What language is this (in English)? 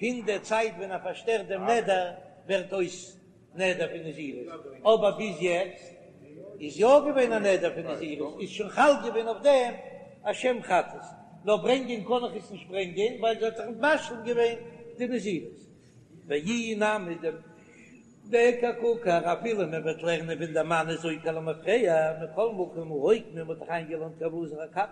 Yiddish